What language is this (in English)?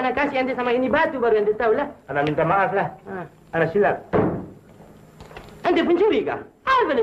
Malay